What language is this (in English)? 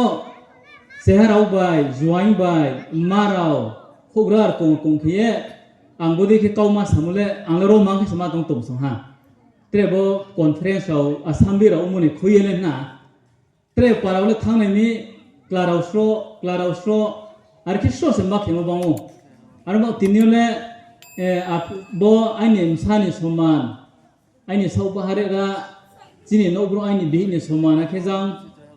Riang (India)